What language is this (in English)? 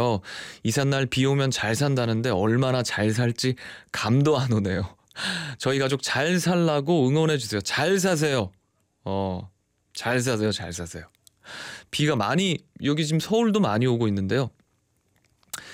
Korean